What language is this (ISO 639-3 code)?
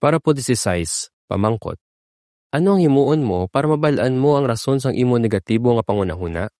hil